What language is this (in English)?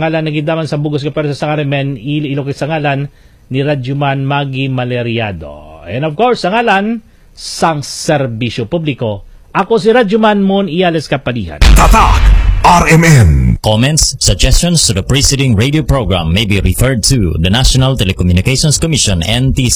Hiligaynon